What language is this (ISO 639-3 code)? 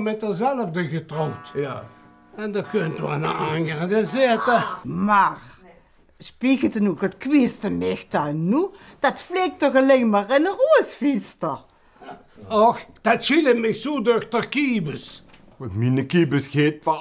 lim